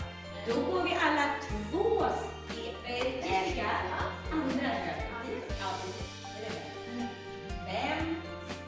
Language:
Swedish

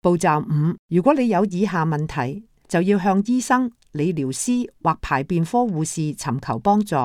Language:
Cantonese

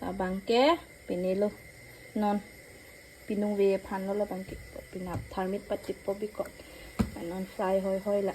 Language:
Karbi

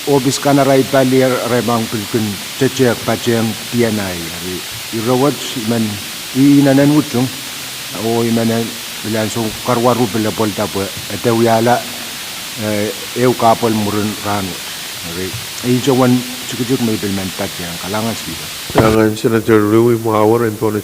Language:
Pohnpeian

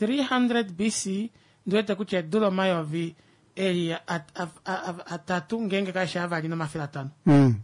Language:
Kuanyama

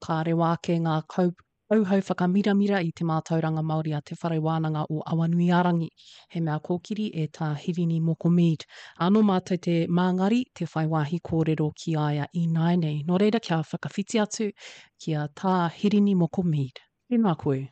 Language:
Māori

